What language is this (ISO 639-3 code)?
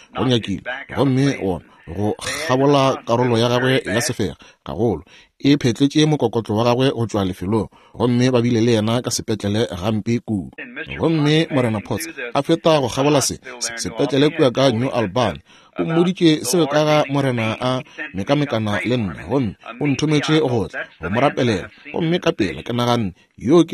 nso